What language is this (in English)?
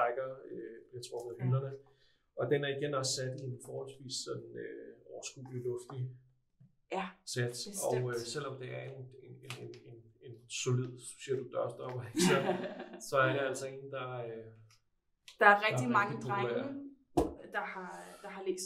Danish